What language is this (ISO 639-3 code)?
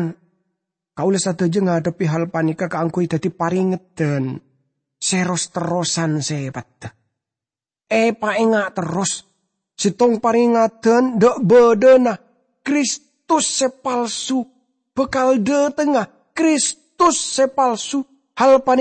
mad